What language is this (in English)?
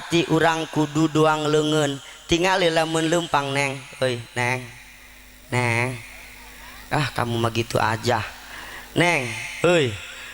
Sundanese